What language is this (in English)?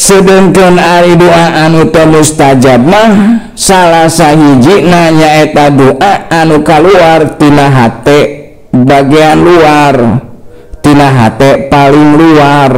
Sundanese